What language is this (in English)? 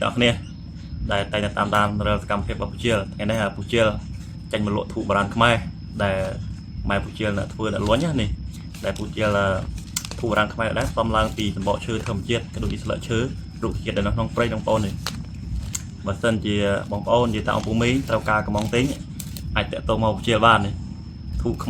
Khmer